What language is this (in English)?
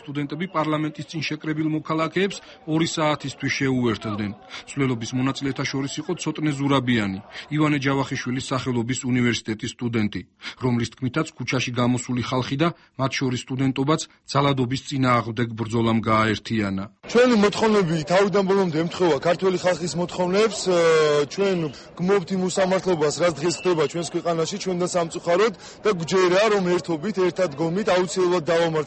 Georgian